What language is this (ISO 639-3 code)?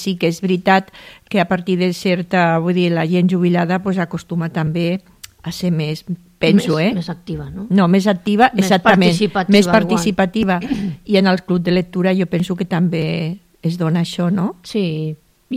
cat